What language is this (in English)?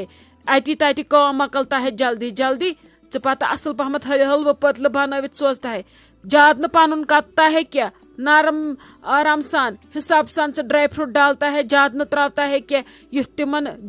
Kashmiri